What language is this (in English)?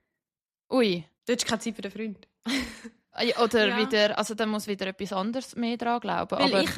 Swiss German